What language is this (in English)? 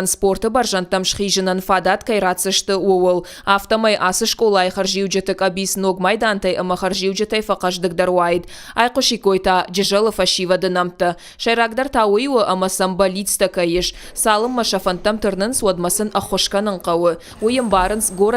Ossetic